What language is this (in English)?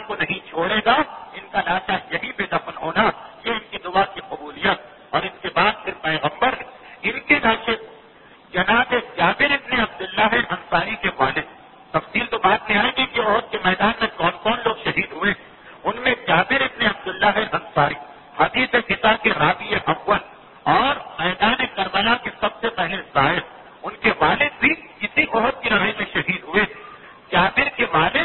Urdu